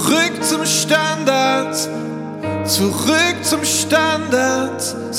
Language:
German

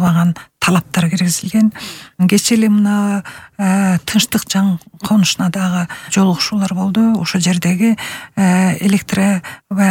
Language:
Kyrgyz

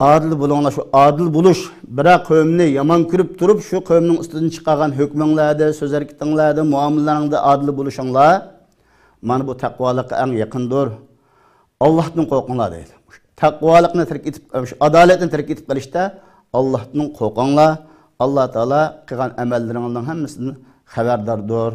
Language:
Uyghur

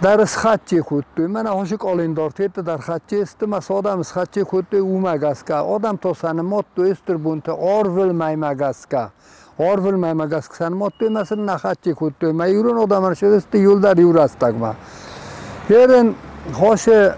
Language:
Ossetic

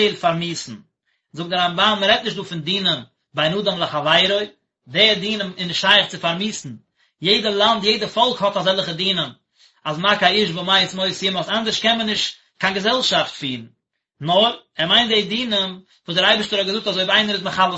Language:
Yiddish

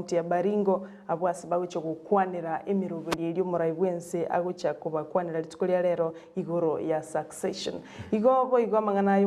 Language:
Gusii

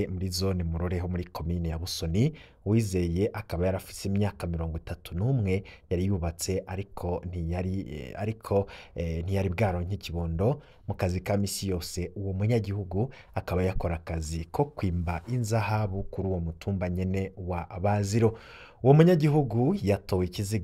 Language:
Rundi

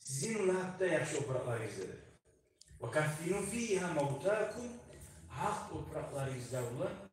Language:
Kumyk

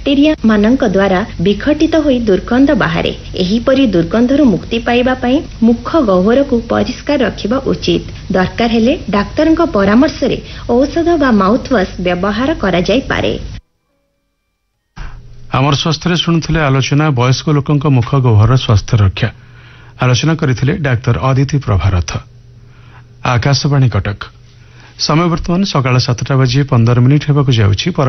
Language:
Odia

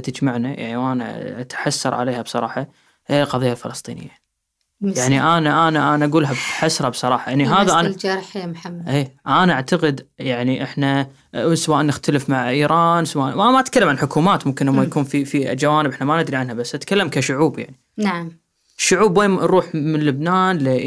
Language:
Gulf Arabic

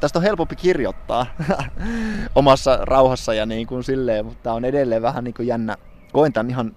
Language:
Finnish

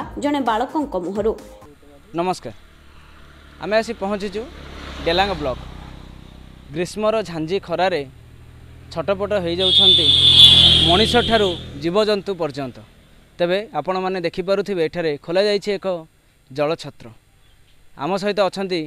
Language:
Odia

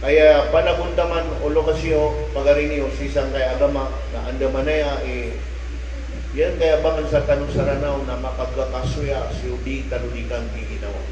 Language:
Maranao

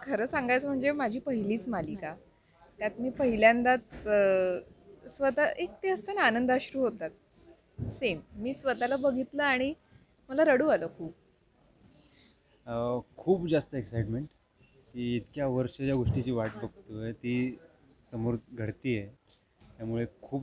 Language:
Marathi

